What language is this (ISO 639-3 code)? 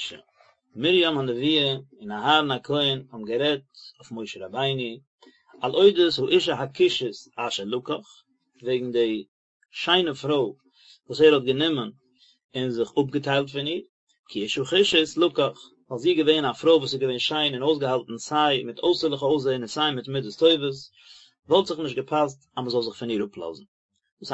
yid